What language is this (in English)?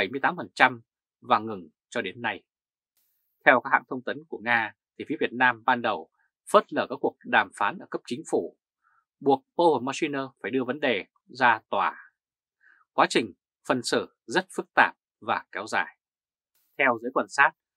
Vietnamese